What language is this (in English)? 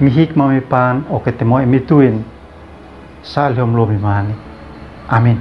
Uab Meto